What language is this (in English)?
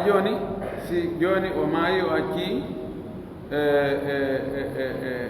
Pular